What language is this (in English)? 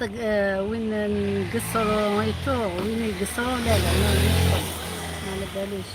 Algerian Arabic